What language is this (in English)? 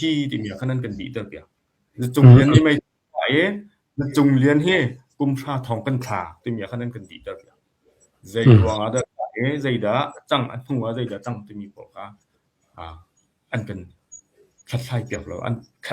Hakha Chin